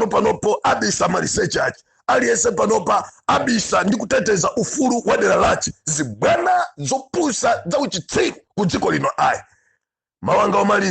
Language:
Nyanja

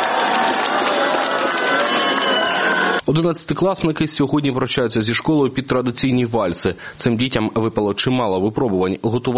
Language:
Ukrainian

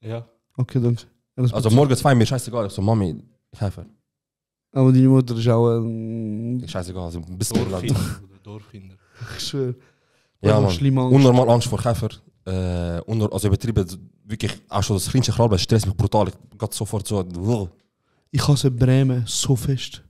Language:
Swiss German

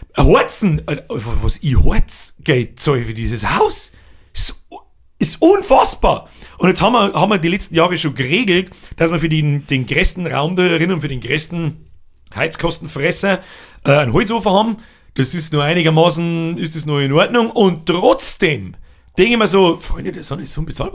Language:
Bavarian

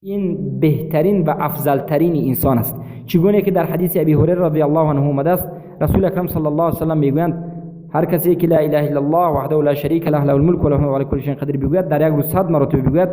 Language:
Persian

